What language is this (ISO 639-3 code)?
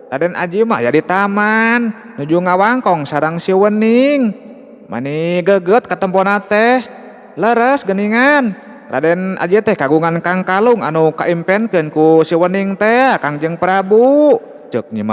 sun